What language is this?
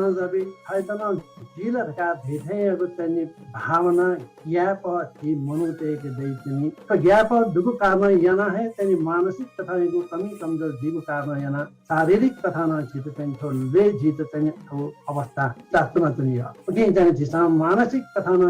Newari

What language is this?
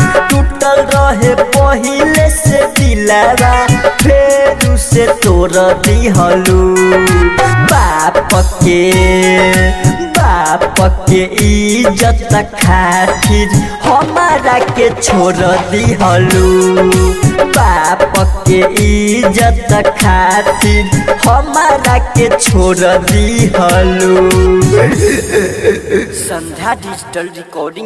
Bhojpuri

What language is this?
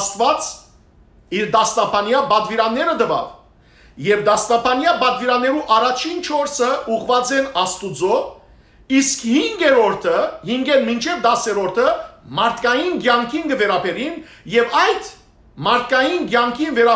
Western Armenian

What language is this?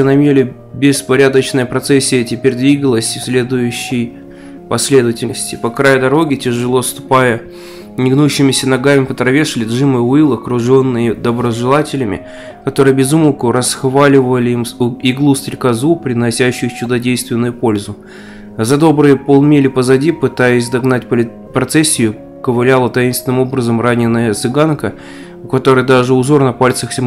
Russian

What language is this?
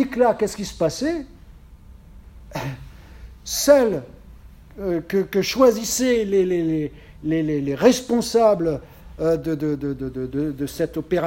French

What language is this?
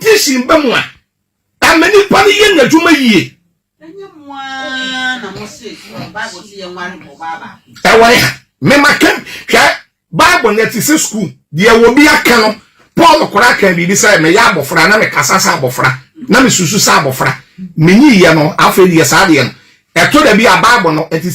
Akan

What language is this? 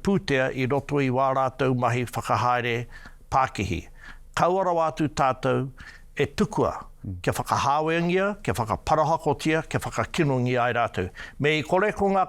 Māori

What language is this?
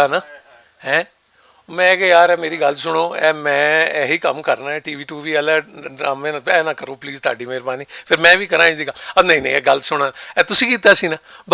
Western Panjabi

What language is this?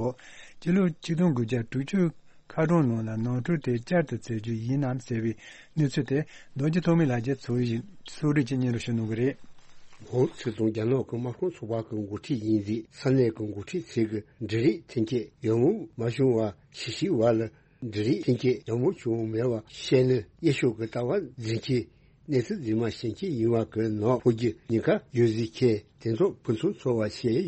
Tibetan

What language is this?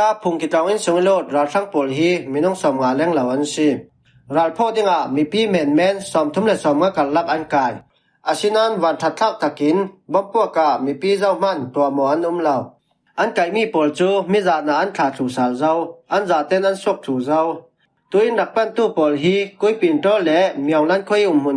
Falam Chin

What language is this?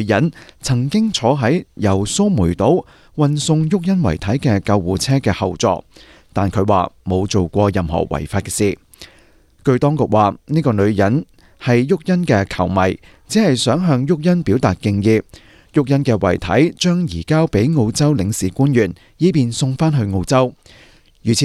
Cantonese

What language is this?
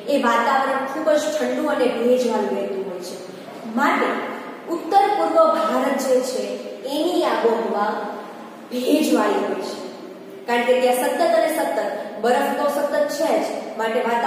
Gujarati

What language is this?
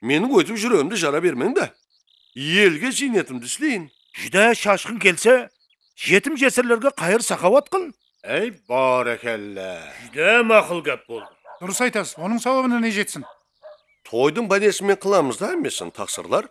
Kara-Kalpak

